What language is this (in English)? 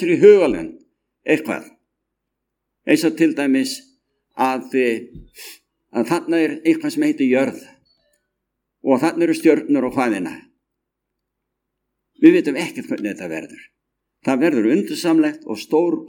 Icelandic